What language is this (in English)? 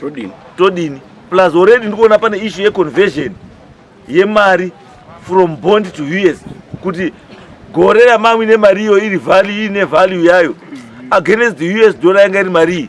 Shona